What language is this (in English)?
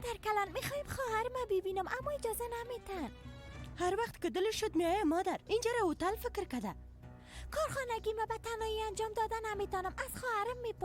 Persian